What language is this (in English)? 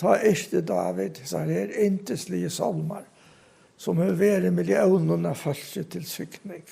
Faroese